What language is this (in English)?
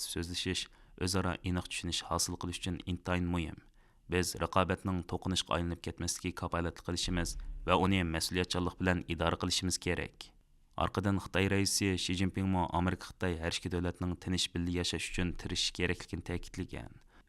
Uyghur